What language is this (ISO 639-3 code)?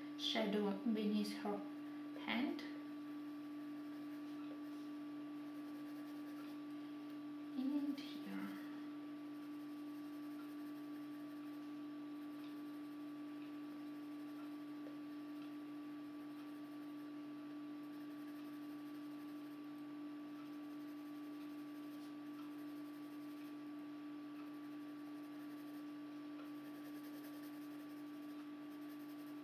eng